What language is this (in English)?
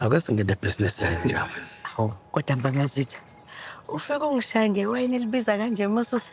Zulu